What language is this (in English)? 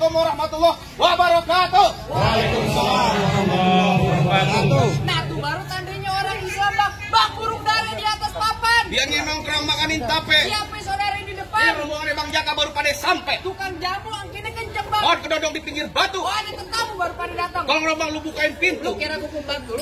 Betawi